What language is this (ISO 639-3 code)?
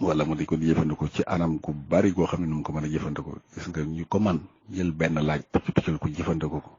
wol